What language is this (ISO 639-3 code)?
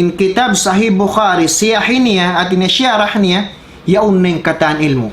tsg